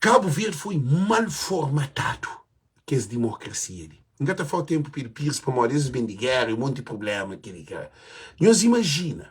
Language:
Kabuverdianu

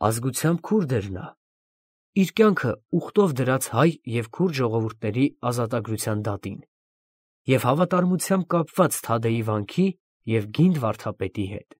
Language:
Armenian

